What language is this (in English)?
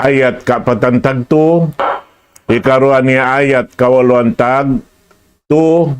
Tausug